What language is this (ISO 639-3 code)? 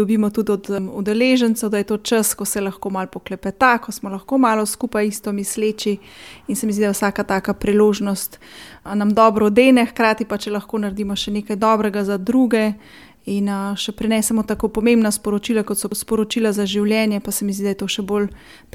slv